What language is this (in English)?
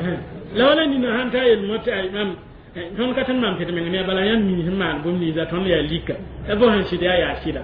Mossi